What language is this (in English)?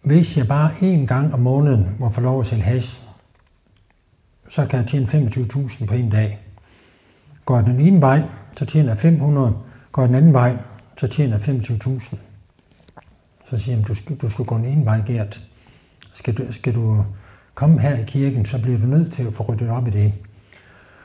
Danish